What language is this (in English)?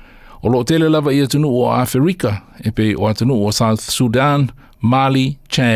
Samoan